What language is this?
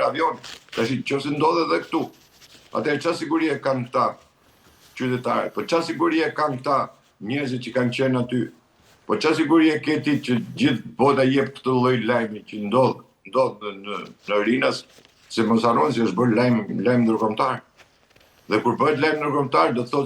Albanian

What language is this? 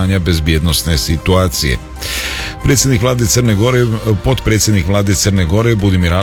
Serbian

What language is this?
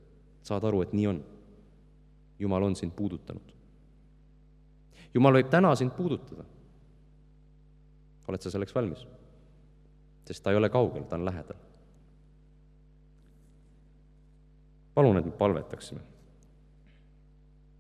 Estonian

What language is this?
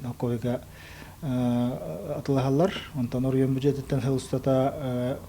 Yakut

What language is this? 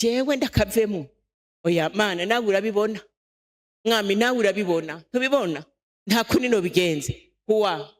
Rundi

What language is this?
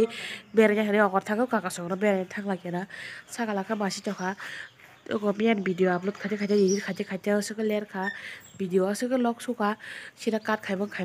Kok Borok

